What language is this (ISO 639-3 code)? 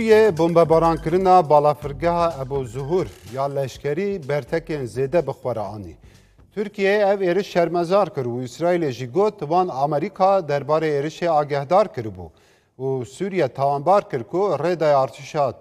kur